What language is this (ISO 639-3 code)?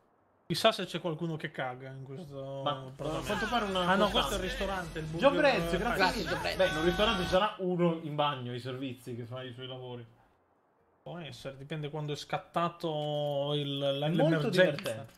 ita